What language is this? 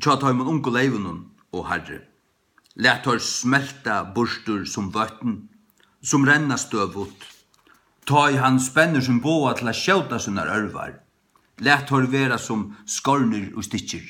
Faroese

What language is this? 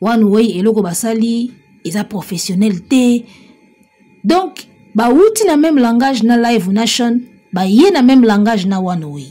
Lingala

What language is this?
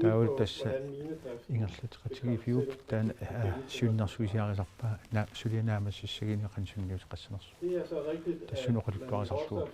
Kalaallisut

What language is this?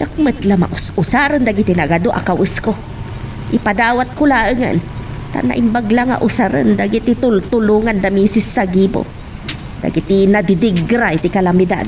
Iloko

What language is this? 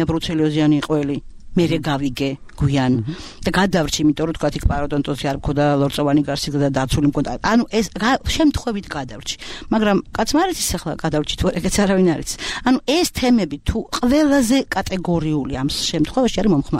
Georgian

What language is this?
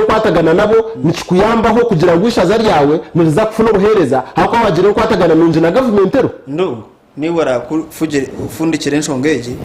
Nyankole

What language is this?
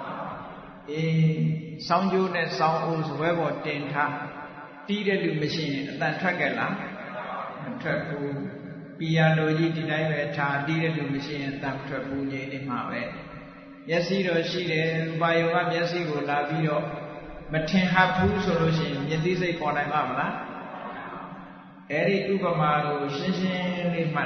Burmese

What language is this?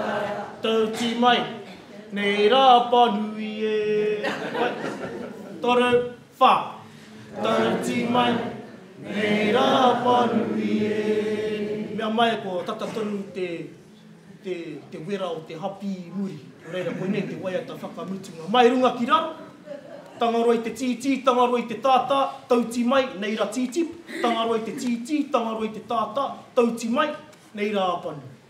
Māori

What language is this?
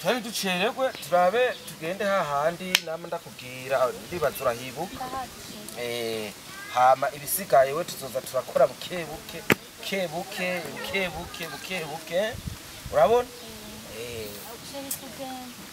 Rundi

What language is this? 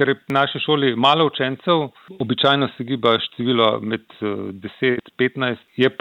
Slovenian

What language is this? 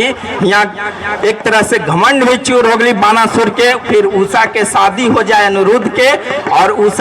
Magahi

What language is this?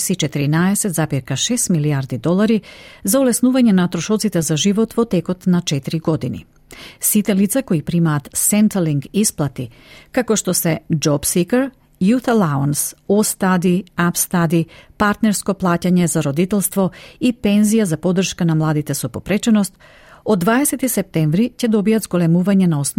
Macedonian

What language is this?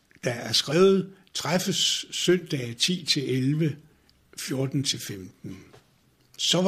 Danish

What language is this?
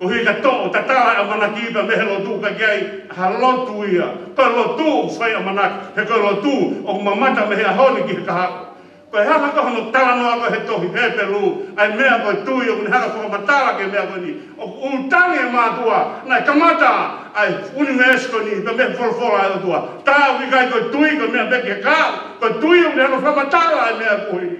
Tongan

